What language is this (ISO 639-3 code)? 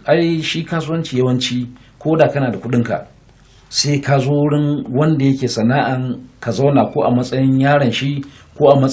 hau